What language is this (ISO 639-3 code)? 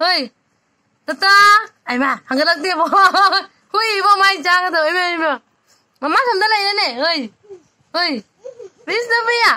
mni